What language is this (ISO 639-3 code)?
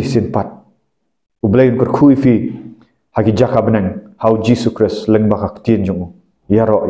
kha